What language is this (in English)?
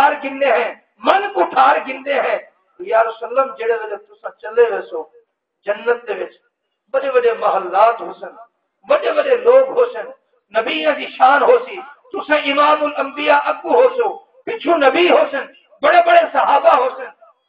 Saraiki